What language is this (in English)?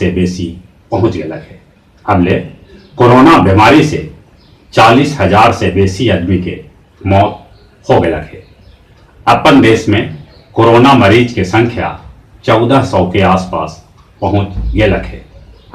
Magahi